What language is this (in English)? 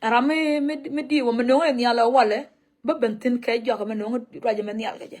Nuer